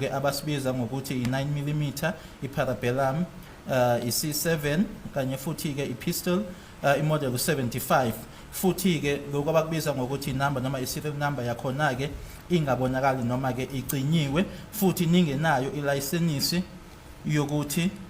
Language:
Zulu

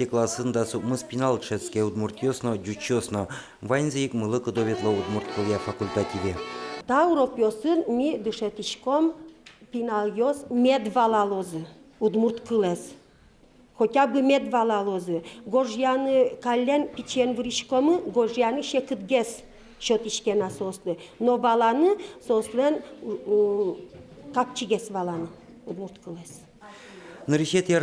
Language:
Udmurt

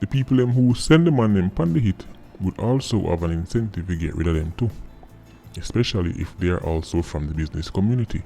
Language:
Jamaican Creole English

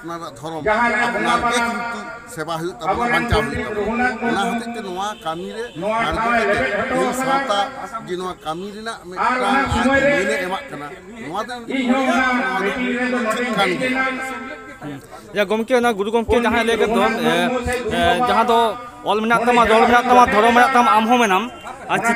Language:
Santali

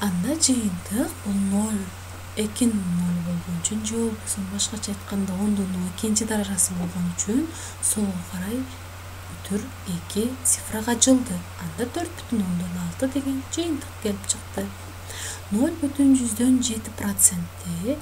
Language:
Kyrgyz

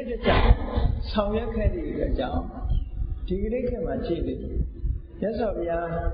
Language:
Burmese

